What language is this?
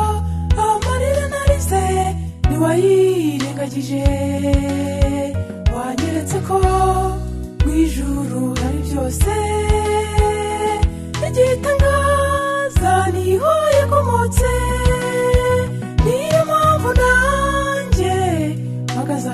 Kinyarwanda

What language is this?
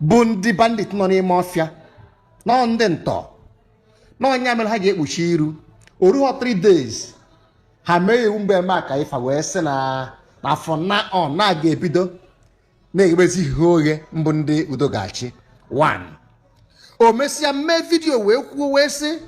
Igbo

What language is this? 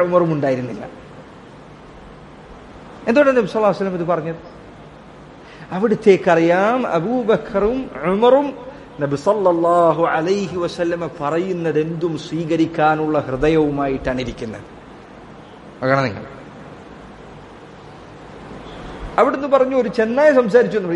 Malayalam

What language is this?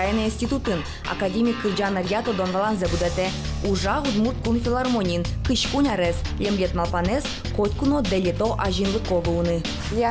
Udmurt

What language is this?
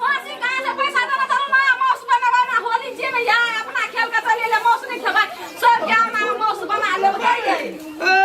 Maithili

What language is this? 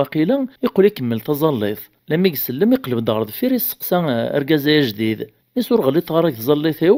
Kabyle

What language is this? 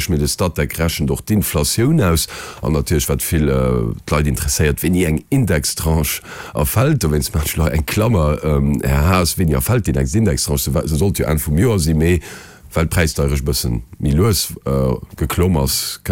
Luxembourgish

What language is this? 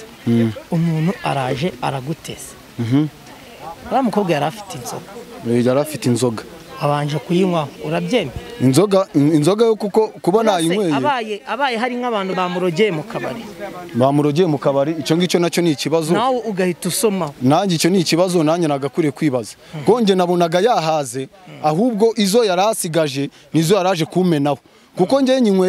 Kinyarwanda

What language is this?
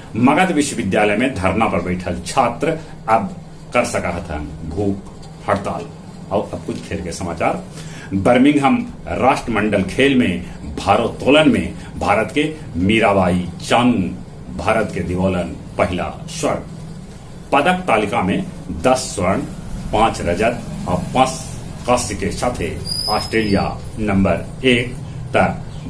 Magahi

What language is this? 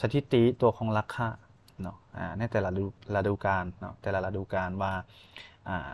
Lao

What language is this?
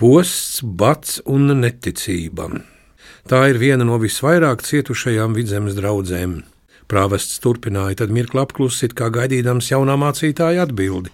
Latvian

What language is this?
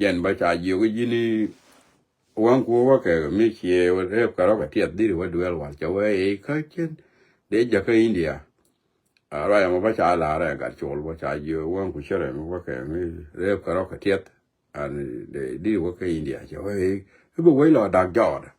Nuer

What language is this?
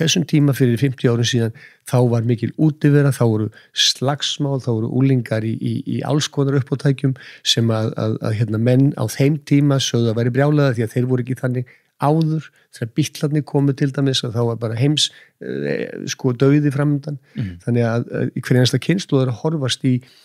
Icelandic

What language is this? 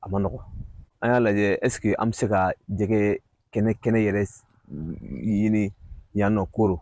Bambara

